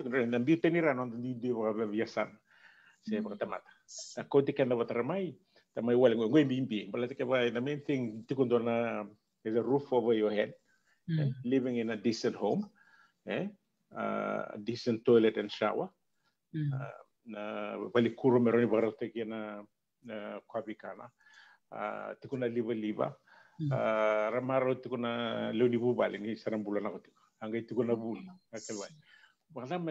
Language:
Fijian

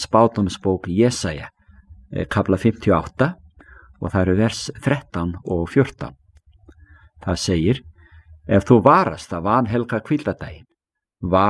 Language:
Icelandic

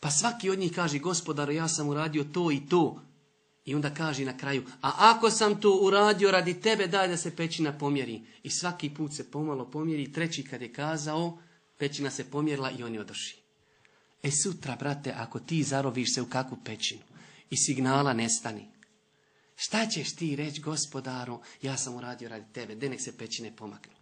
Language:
Bosnian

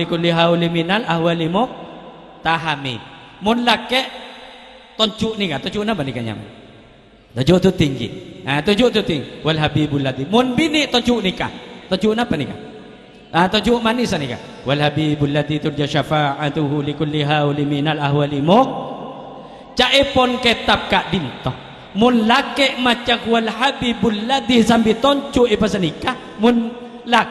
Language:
Madurese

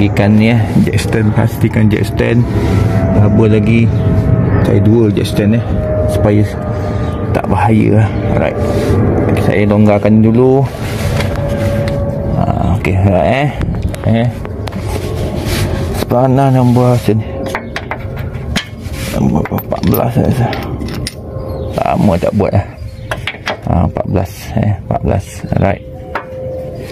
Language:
Malay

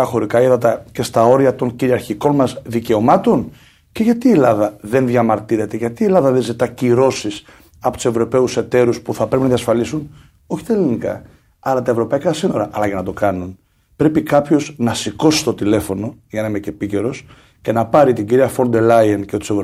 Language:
Greek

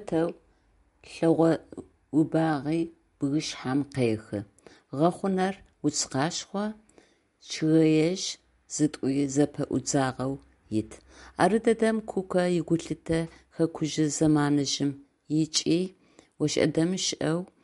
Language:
Adyghe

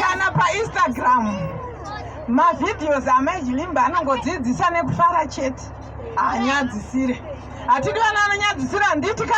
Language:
Shona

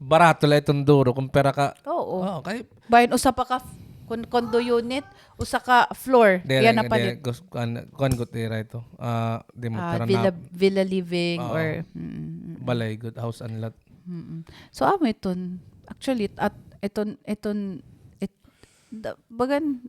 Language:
Waray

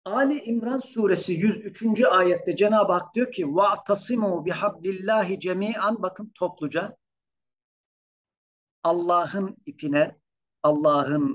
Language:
Turkish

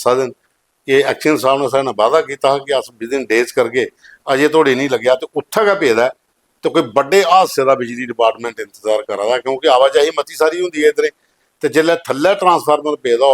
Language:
Dogri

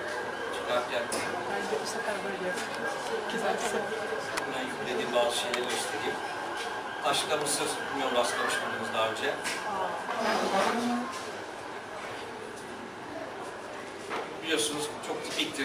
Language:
Turkish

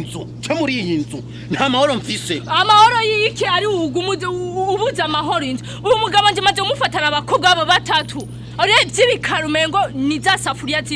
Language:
Rundi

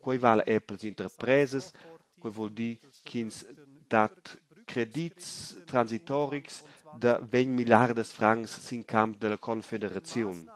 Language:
Romansh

